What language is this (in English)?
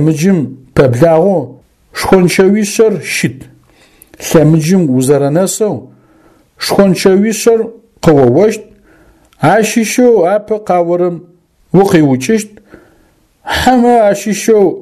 Adyghe